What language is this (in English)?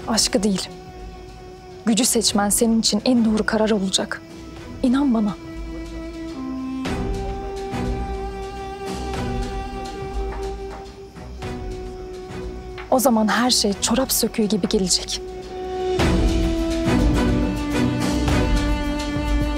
Turkish